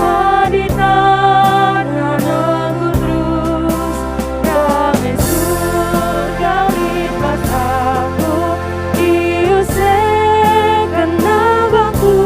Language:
Batak Karo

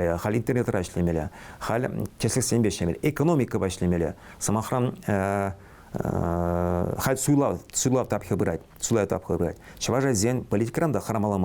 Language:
Chuvash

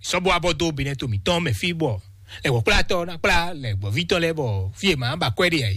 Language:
Fon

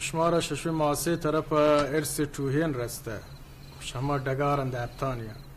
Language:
Baluchi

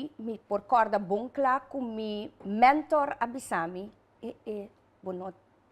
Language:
Papiamento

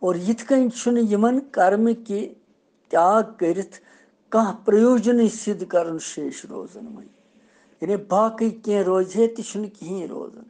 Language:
Kashmiri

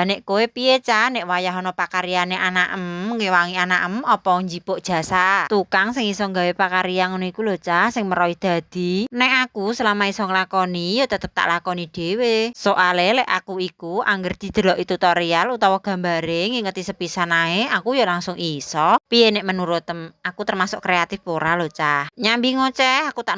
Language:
Javanese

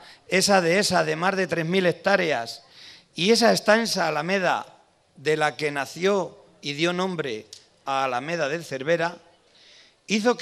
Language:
Spanish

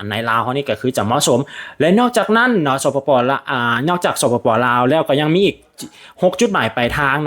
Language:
Lao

